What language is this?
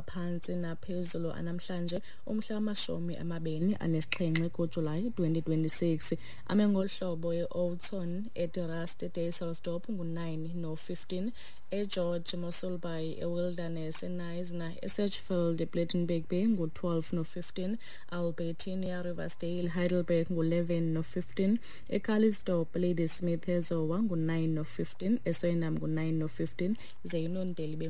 Xhosa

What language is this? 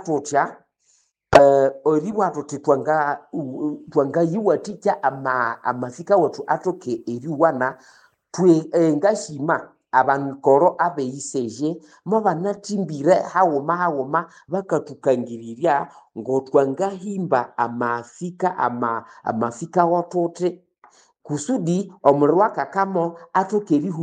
Nande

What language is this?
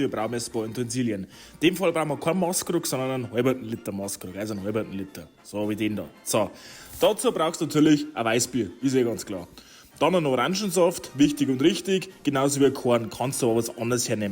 Bavarian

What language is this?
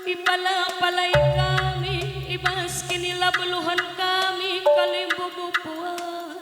Batak Karo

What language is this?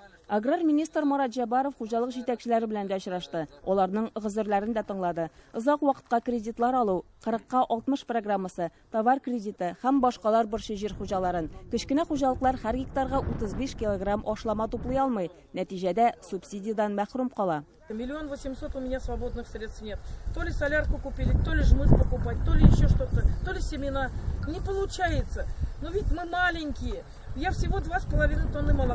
Tatar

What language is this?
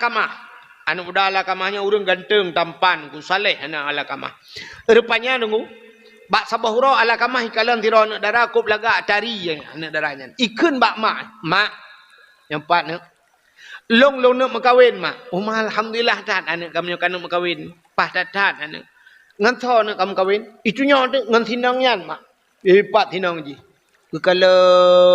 Achinese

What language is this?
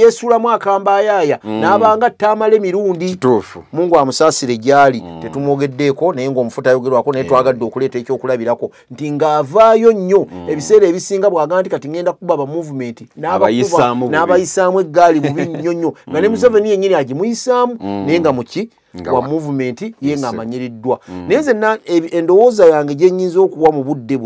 Ganda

